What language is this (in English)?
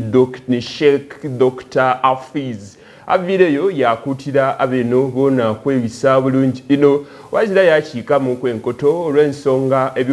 Soga